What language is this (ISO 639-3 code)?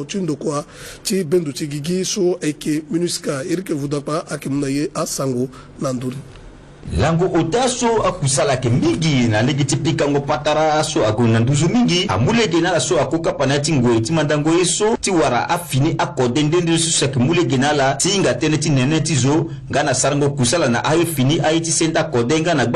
sag